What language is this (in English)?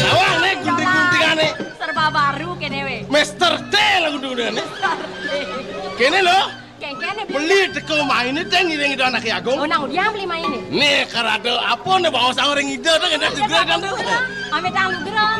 Balinese